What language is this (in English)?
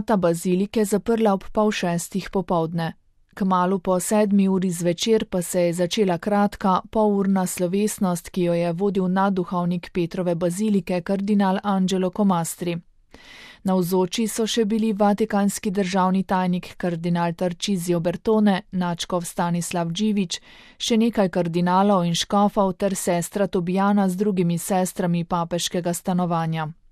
Slovenian